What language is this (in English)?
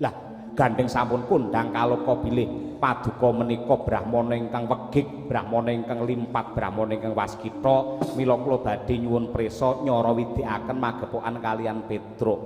Javanese